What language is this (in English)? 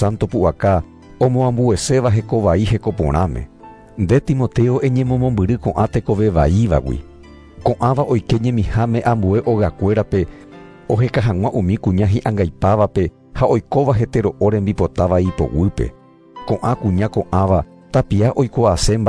Guarani